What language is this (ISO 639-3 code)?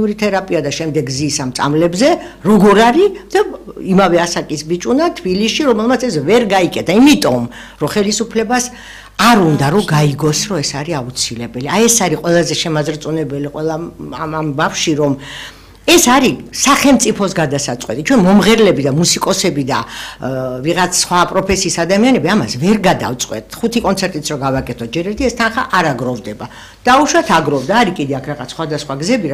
kat